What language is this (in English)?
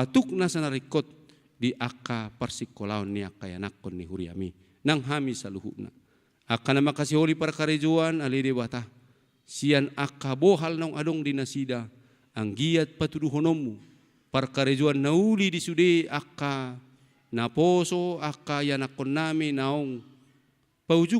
Batak Toba